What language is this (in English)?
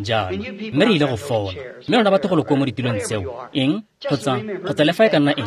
Tswana